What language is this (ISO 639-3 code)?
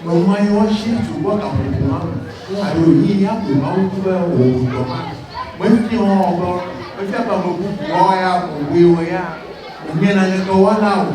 ewe